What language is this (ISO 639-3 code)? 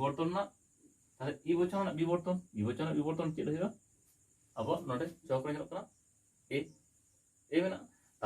sat